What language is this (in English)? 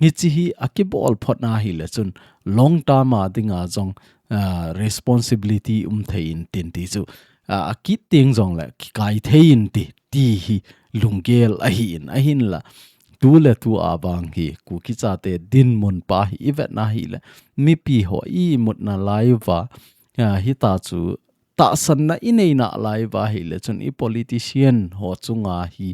Thado Chin